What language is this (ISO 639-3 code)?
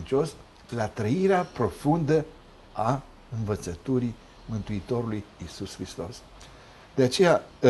ron